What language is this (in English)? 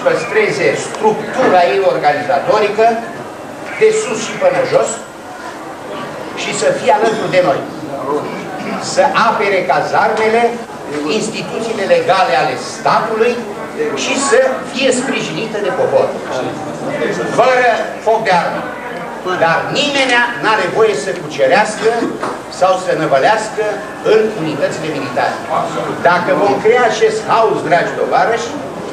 Romanian